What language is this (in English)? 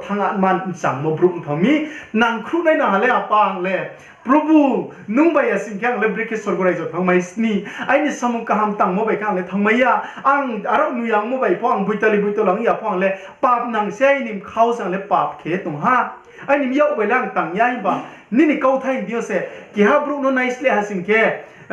Riang (India)